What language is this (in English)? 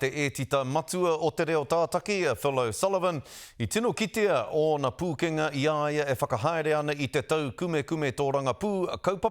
Māori